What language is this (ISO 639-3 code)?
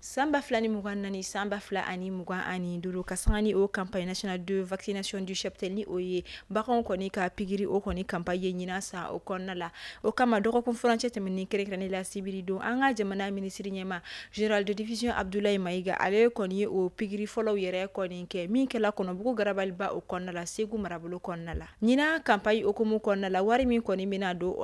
bam